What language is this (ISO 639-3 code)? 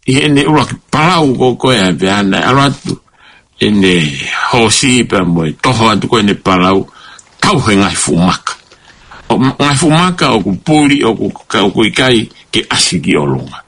ton